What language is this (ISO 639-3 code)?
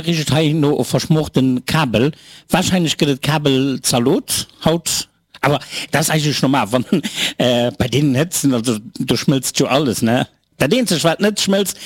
ltz